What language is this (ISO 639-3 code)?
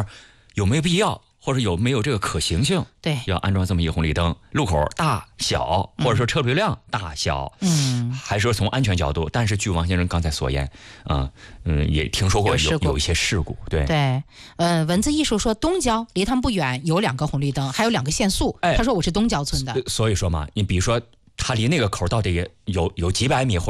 zho